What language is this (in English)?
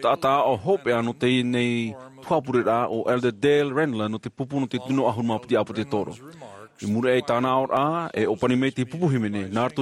Tahitian